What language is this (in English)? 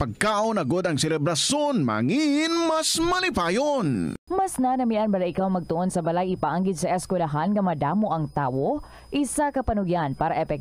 Hiligaynon